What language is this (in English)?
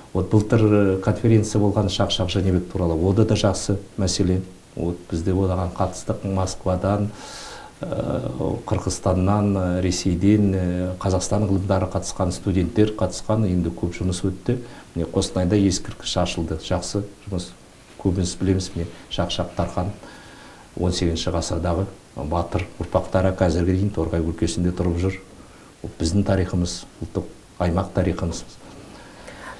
Kazakh